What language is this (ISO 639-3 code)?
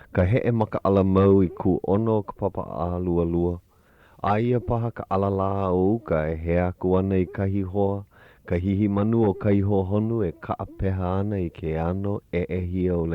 haw